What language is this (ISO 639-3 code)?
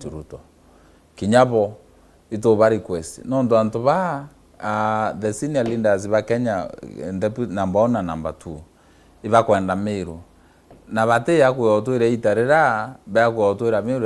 mer